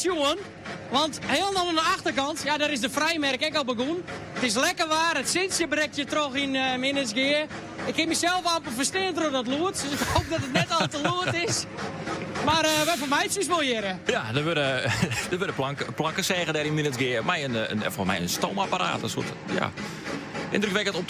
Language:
Western Frisian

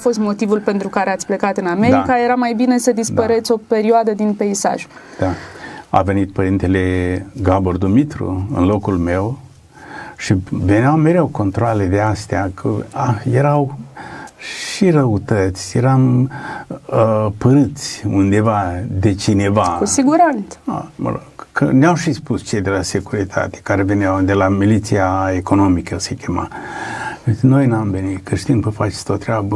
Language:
Romanian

